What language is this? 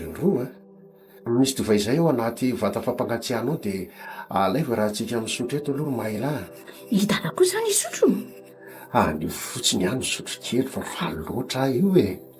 Malagasy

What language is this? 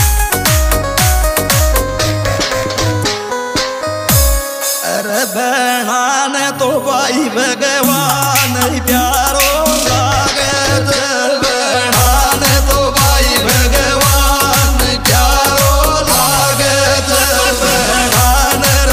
Rajasthani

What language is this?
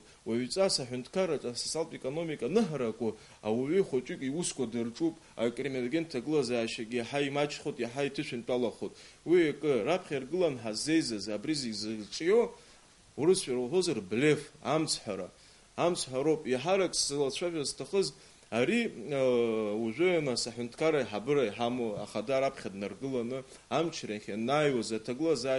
Abkhazian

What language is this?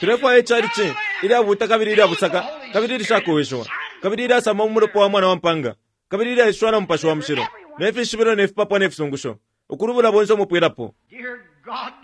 Bemba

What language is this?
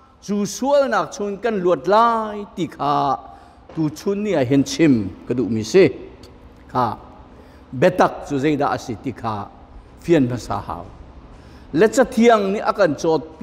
Hakha Chin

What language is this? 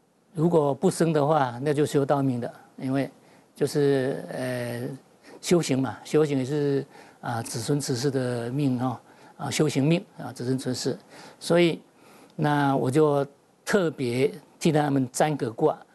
Chinese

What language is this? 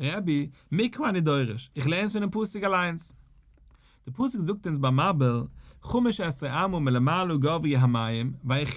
Yiddish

